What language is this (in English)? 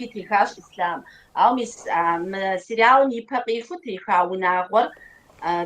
Kabardian